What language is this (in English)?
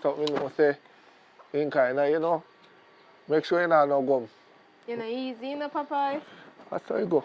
Jamaican Creole English